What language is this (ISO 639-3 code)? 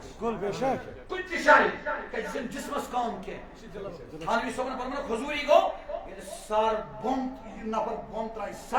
kas